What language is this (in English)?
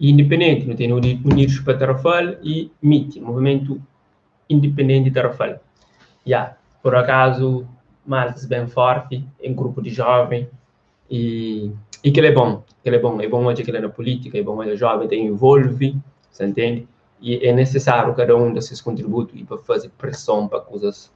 Kabuverdianu